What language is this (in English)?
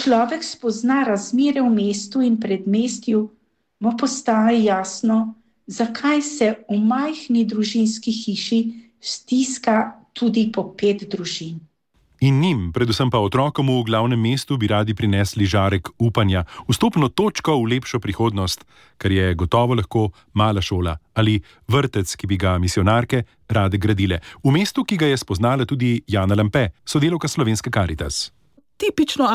Slovenian